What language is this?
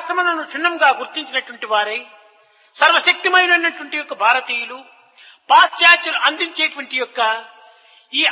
Telugu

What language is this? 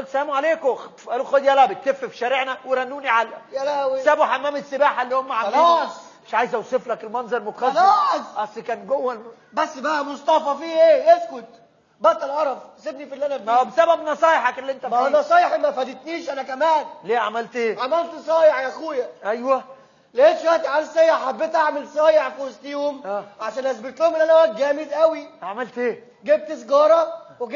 Egyptian Arabic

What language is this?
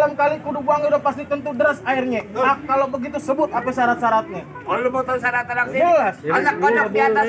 Betawi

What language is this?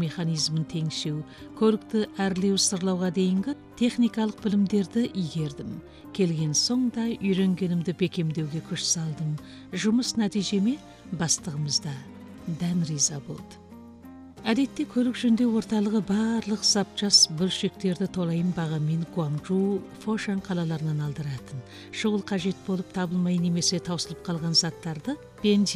Kazakh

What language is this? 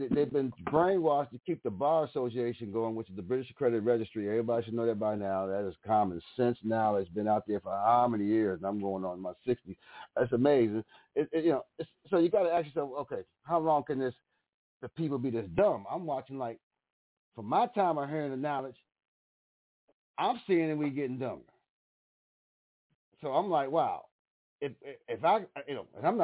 English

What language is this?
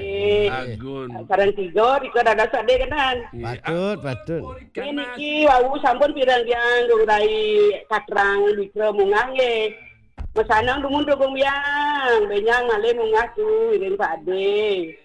Balinese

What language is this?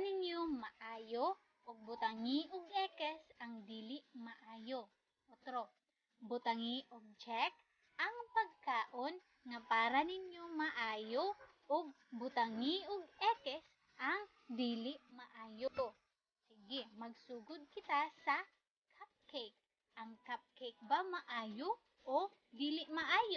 Cebuano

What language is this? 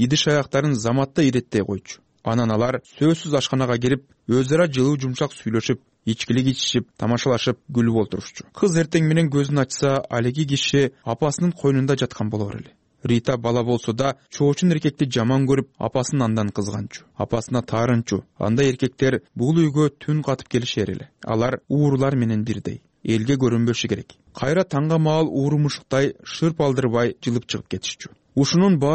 Kyrgyz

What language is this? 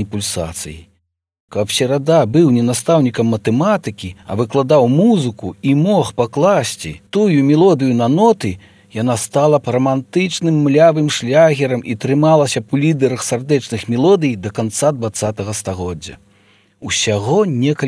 Belarusian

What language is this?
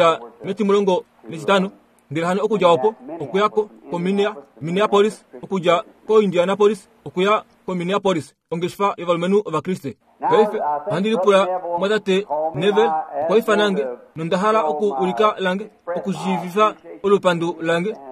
Kuanyama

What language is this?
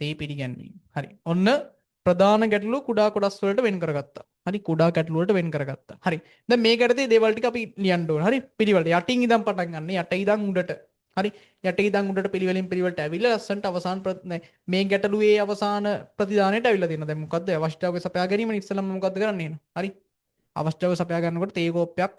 Sinhala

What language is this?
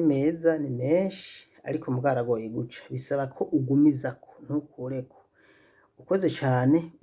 Rundi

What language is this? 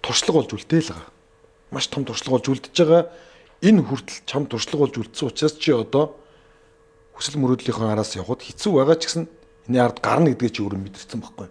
Mongolian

